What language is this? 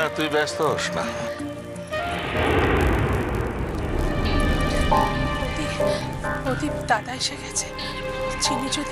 Bangla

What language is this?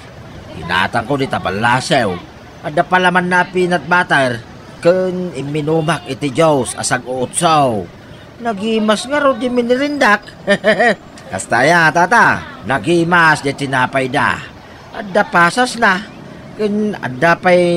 Iloko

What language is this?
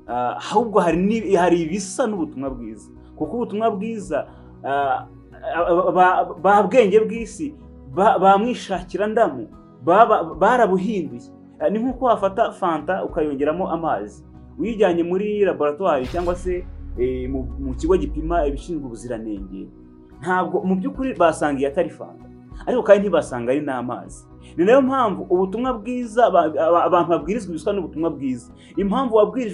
Kinyarwanda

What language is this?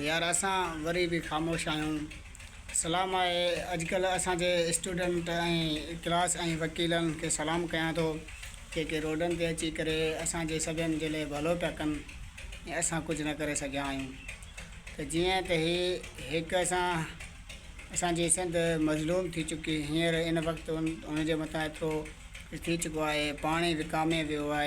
Sindhi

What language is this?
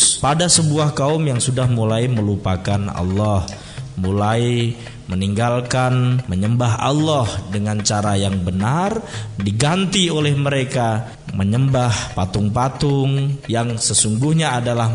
Indonesian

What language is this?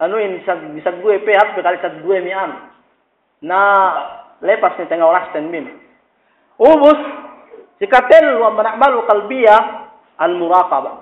Yakan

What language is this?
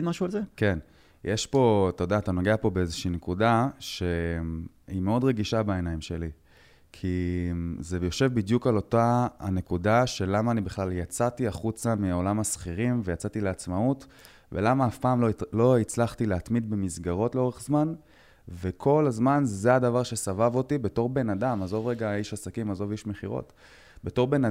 Hebrew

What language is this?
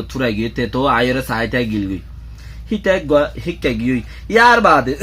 Rohingya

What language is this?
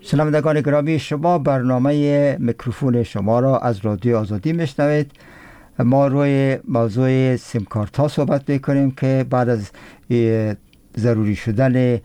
Persian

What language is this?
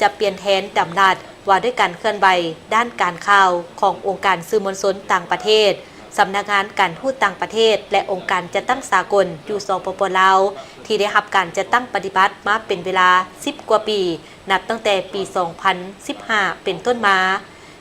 Lao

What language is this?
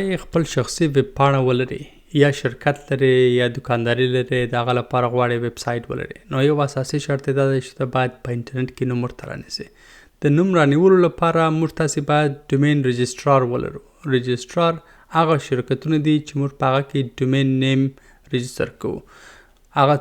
Pashto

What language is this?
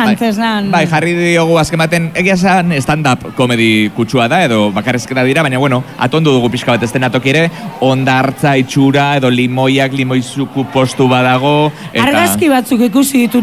Basque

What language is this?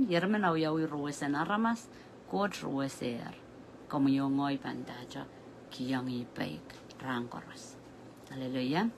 Pohnpeian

